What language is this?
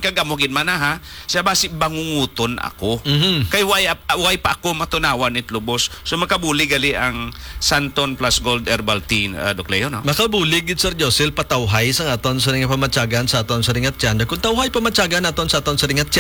Hiligaynon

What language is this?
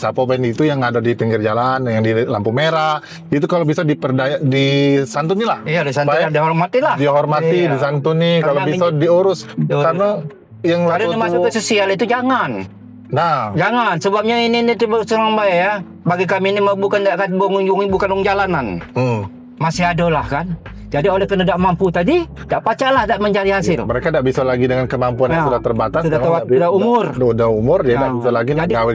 Musi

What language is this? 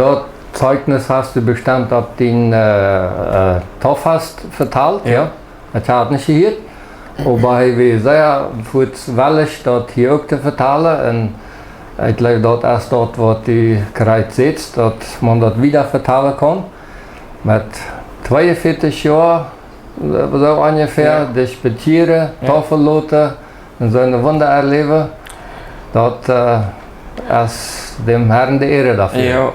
Plautdietsch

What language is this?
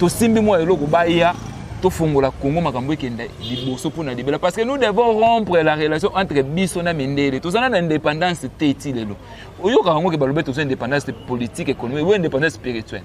Lingala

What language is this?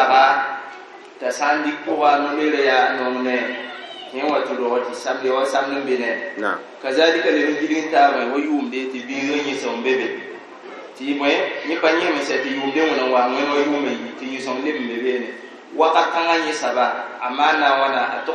Mossi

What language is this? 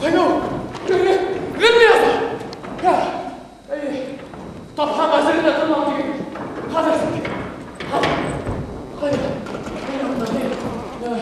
Bashkir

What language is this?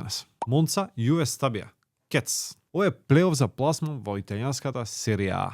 Macedonian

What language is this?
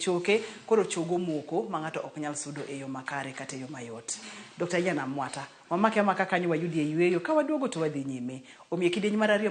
Luo (Kenya and Tanzania)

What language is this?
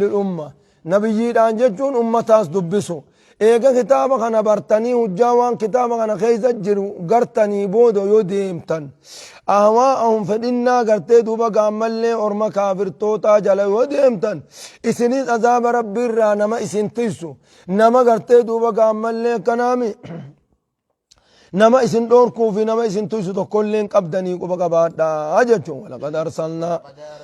Oromo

